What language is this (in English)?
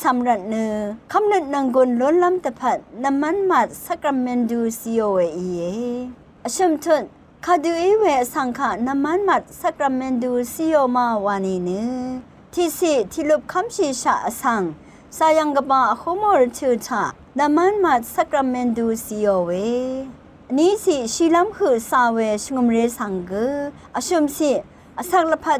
Rawang